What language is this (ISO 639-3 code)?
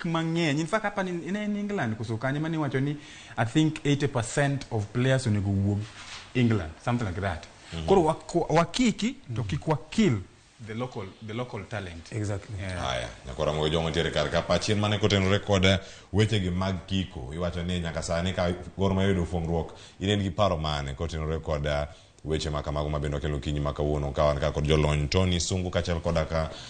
luo